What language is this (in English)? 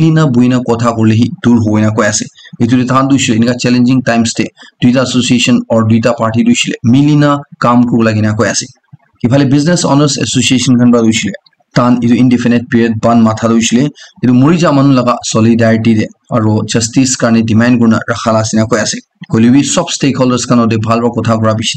Naga Pidgin